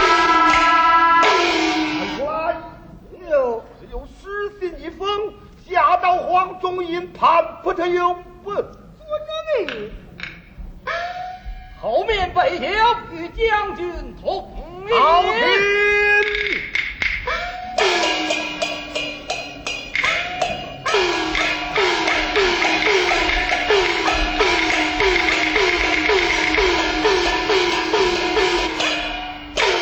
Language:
Chinese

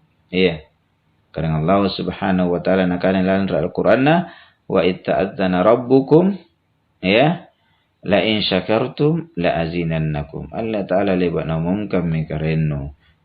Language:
Makasar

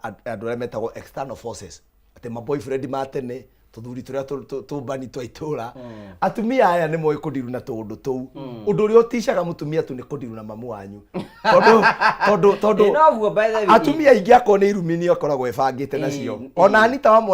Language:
Kikuyu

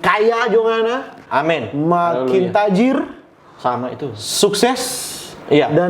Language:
Manado Malay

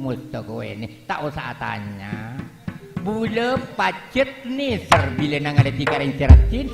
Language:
Madurese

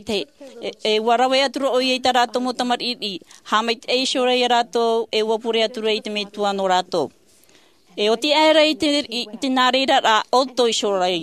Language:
Tahitian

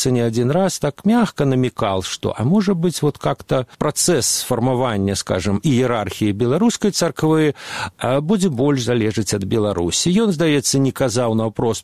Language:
Belarusian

